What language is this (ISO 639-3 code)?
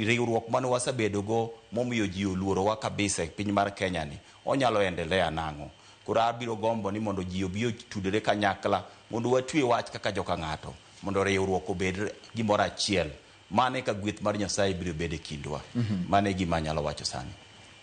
luo